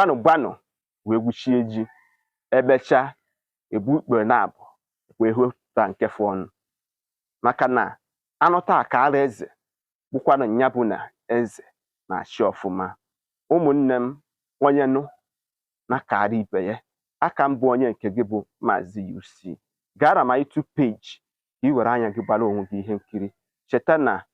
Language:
Igbo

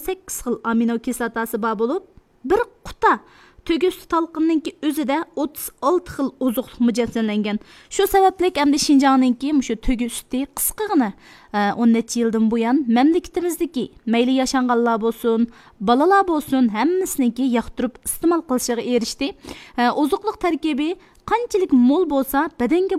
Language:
Uyghur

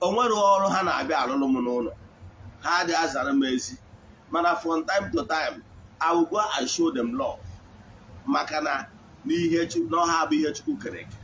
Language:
Igbo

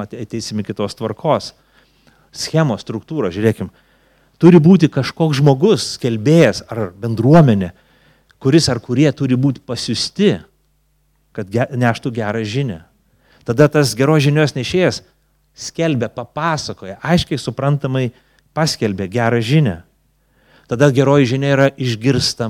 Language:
Lithuanian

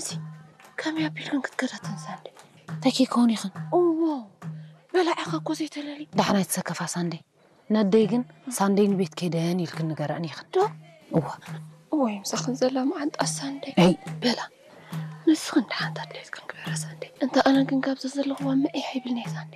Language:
Tigrinya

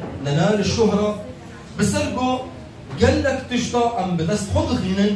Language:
Kurdish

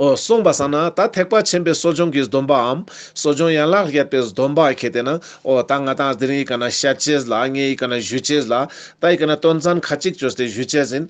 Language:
Ladakhi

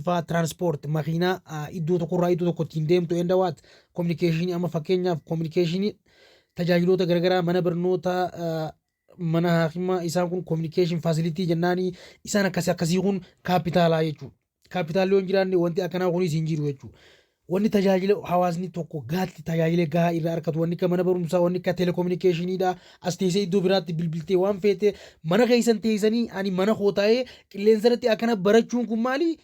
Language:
Oromo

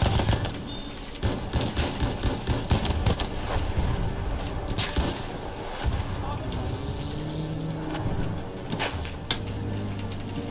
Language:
Japanese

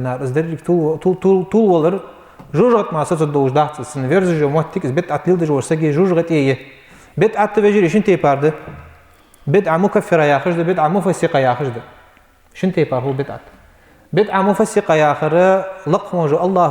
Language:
Ingush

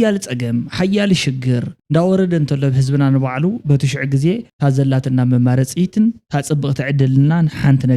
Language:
Tigrinya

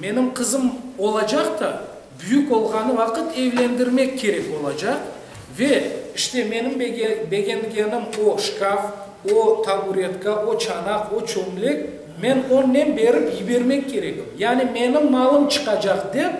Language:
Crimean Tatar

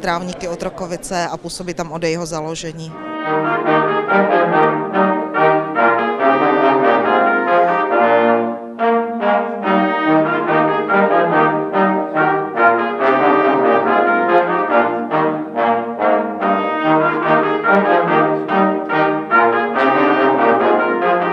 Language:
Czech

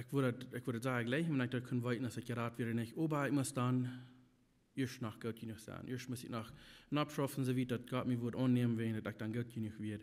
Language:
Plautdietsch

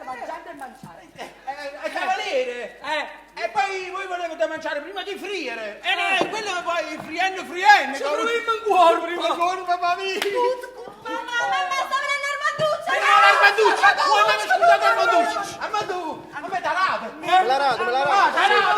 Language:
Neapolitan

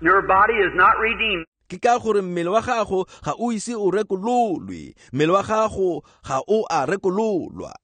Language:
Tswana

